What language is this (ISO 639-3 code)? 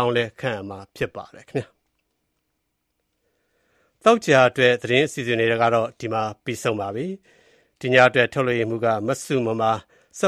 mya